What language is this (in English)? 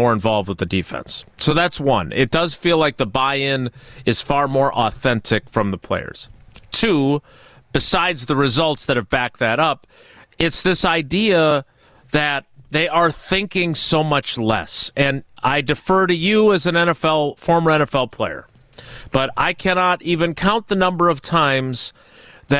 English